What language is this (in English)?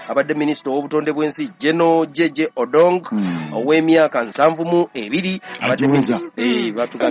Ganda